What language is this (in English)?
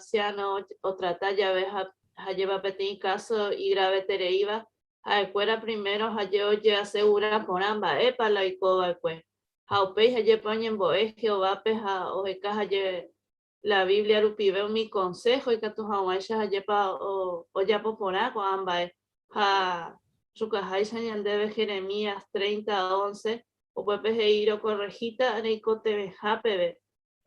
Guarani